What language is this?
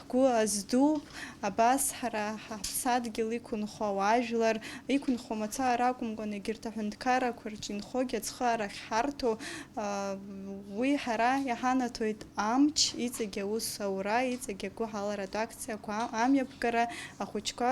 Abkhazian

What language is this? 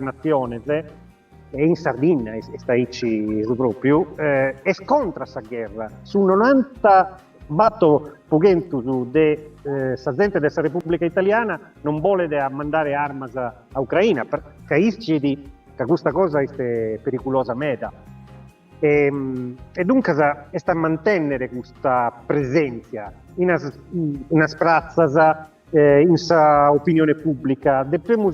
Sardinian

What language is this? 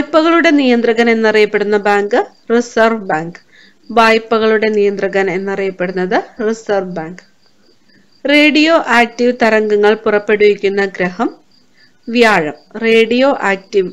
Malayalam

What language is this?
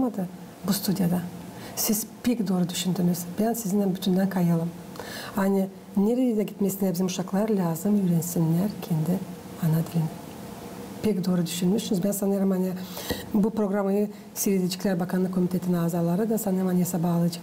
Gagauz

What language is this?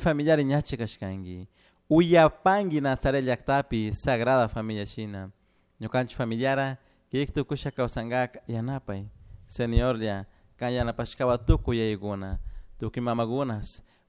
Chimborazo Highland Quichua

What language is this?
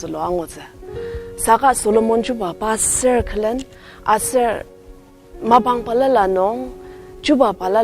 Ao Naga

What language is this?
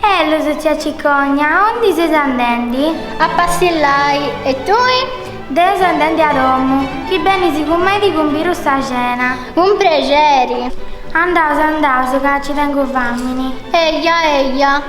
Sardinian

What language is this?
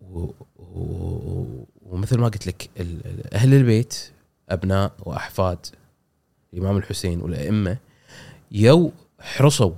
Gulf Arabic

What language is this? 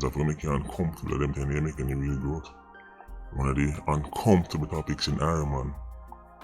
Jamaican Creole English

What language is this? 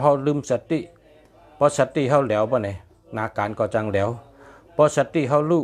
Shan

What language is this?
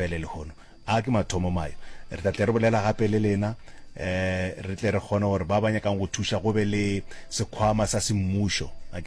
Northern Sotho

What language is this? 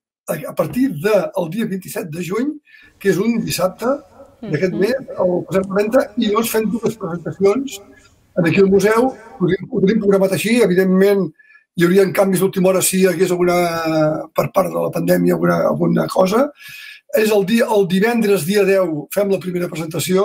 Catalan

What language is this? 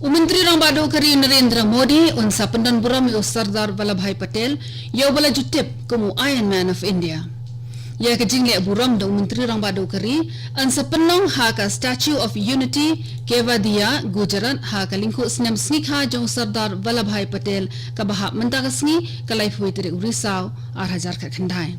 Khasi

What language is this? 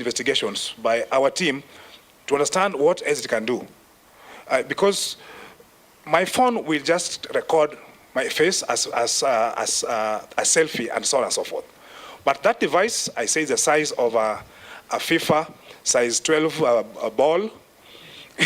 Meru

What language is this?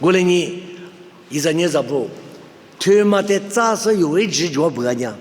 Lisu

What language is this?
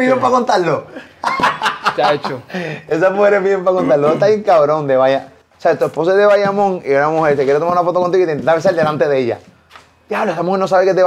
Spanish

